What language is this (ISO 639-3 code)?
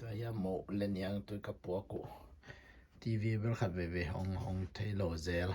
ctd